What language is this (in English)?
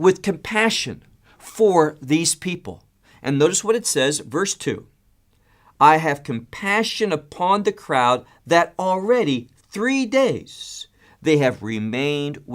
English